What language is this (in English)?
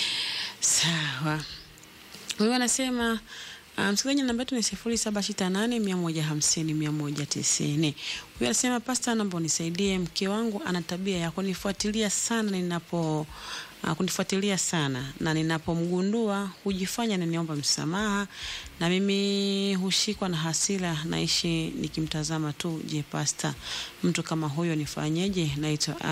Swahili